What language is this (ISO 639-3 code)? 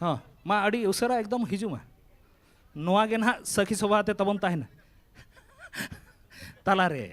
sat